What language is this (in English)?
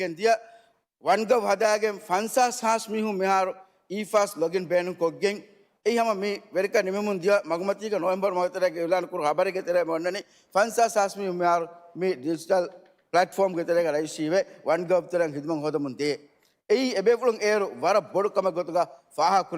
Divehi